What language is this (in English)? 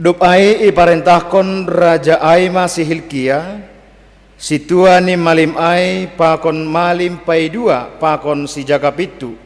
Batak Simalungun